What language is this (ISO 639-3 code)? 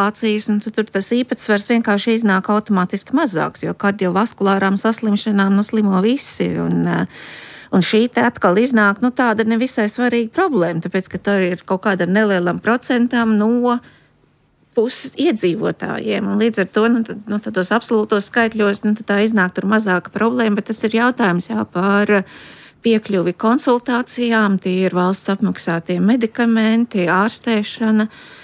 lav